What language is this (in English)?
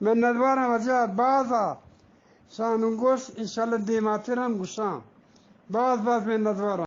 Eastern Balochi